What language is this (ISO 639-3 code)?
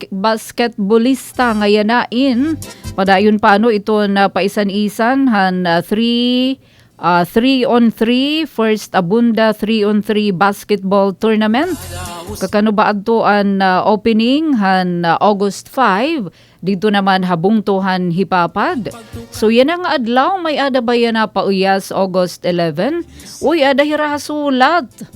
war